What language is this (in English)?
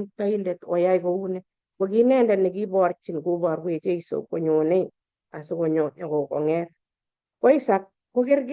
Kalenjin